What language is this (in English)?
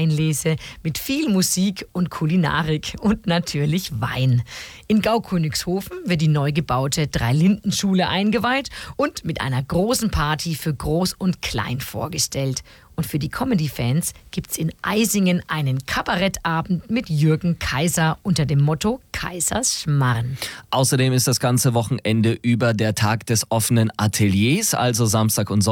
German